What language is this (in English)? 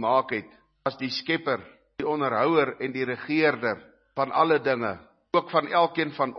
Afrikaans